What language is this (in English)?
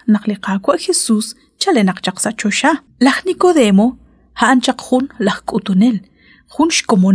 Kekchí